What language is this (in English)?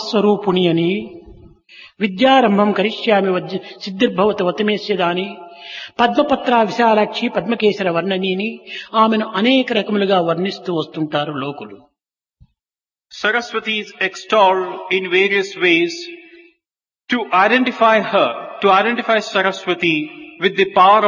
Telugu